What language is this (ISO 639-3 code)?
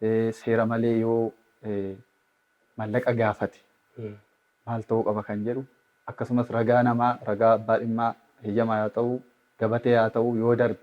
orm